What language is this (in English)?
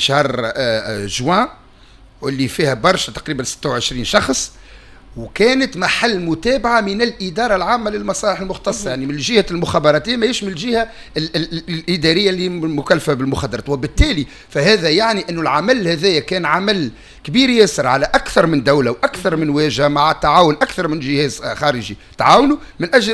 Tunisian Arabic